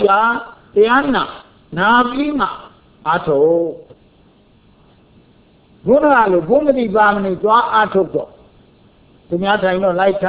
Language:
Burmese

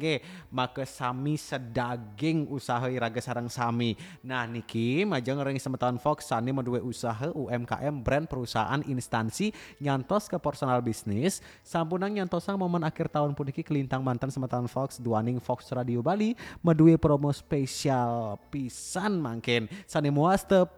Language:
Balinese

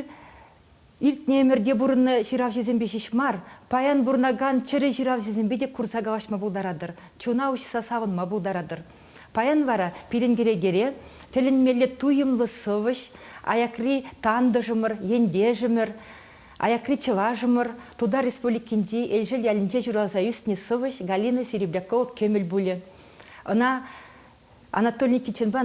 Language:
Chuvash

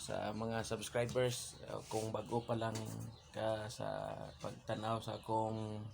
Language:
Cebuano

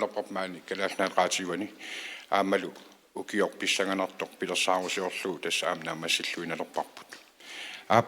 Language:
Kalaallisut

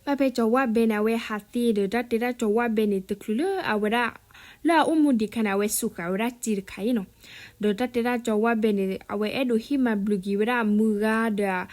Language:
S'gaw Karen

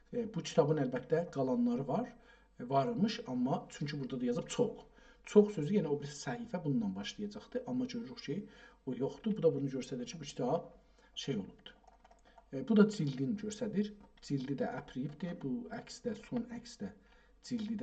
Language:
South Azerbaijani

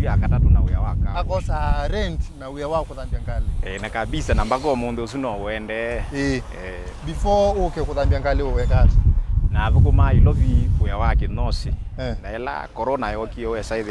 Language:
Kamba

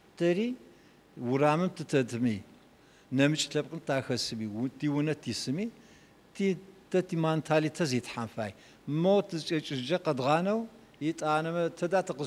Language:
Adyghe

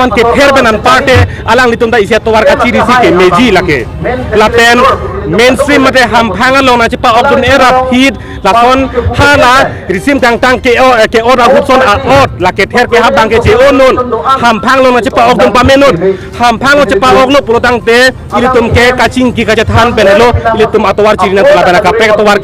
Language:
Karbi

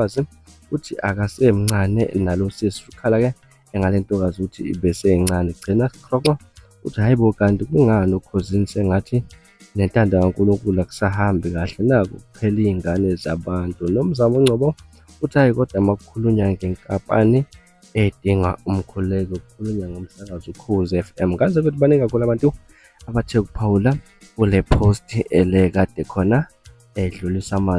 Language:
Zulu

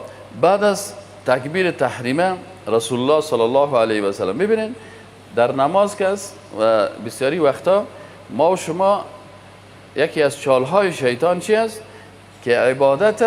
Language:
Persian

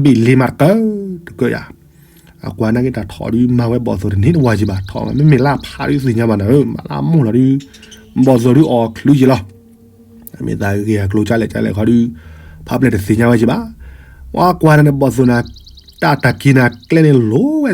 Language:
S'gaw Karen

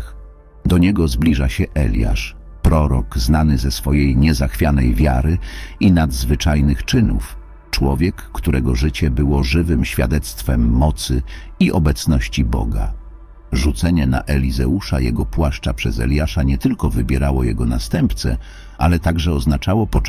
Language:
Polish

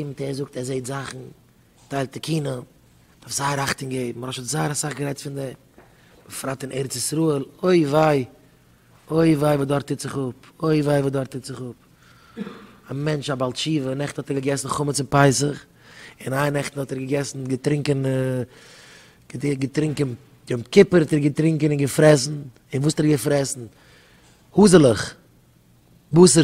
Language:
Yiddish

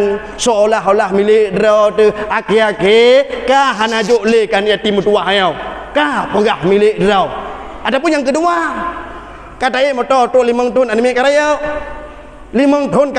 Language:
Achinese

